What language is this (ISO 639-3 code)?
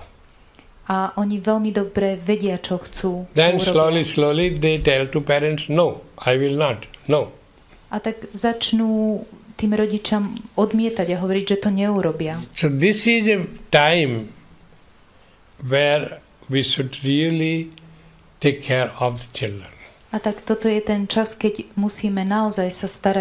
slk